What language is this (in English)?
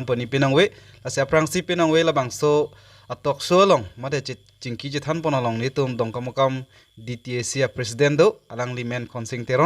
Karbi